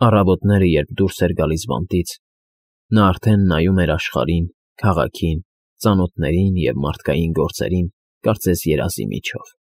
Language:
Armenian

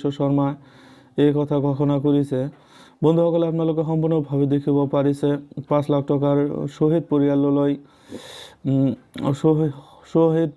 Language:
Assamese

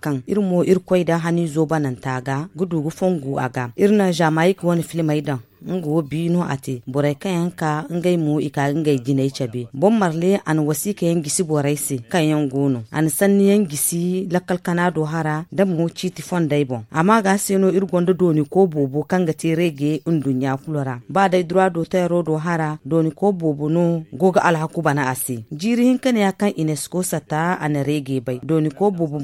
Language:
Zarma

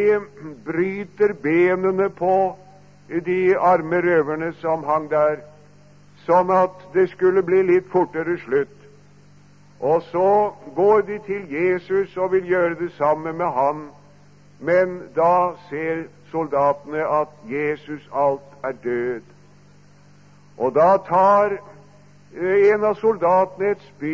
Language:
Norwegian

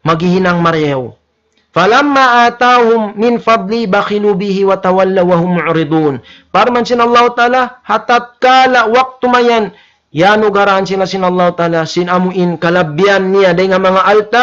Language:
Tausug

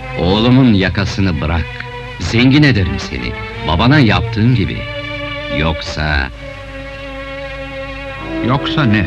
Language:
Turkish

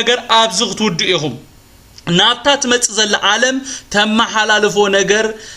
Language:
Tigrinya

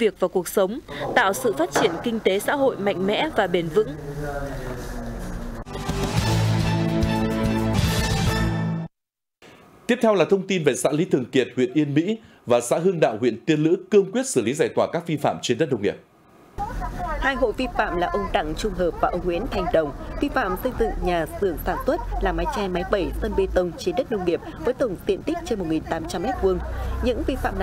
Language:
Vietnamese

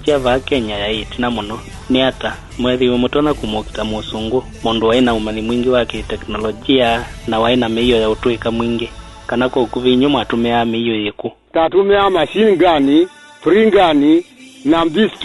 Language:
Kamba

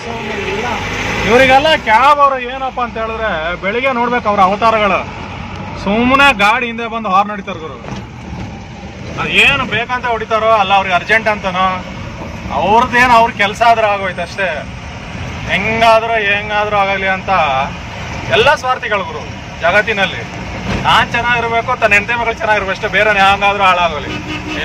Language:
Kannada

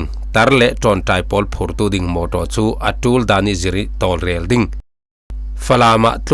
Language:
Falam Chin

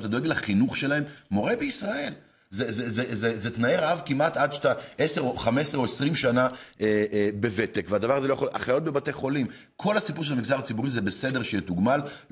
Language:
Hebrew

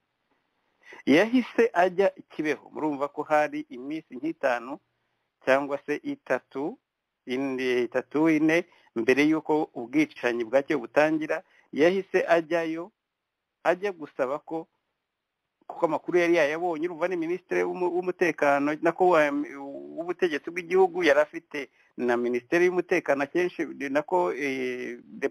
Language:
Kinyarwanda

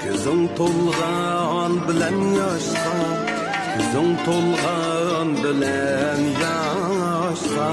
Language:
Uyghur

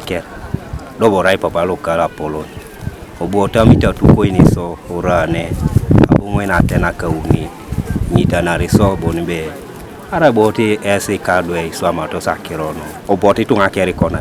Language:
Teso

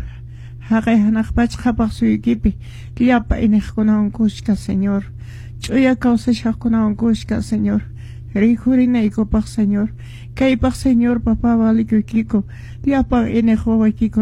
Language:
Quechua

